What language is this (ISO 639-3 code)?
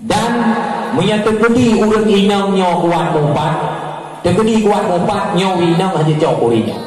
ace